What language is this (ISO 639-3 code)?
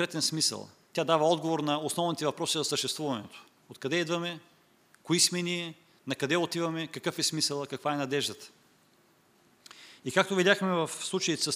bul